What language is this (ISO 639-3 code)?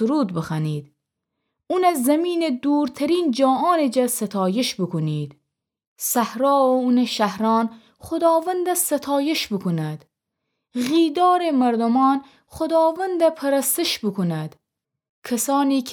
glk